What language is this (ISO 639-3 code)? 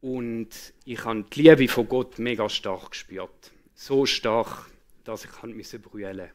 gsw